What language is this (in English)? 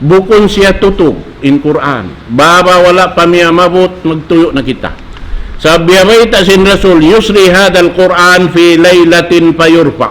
Tausug